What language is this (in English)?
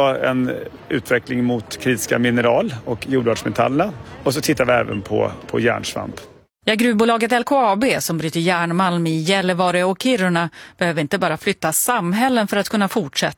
Swedish